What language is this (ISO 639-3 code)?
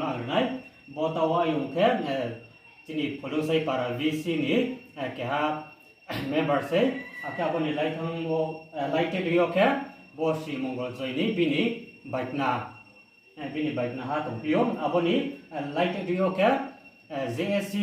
ria